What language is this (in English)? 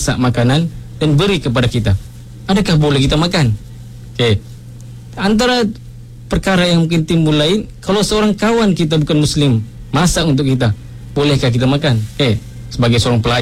Malay